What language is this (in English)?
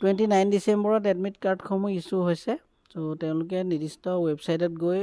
Assamese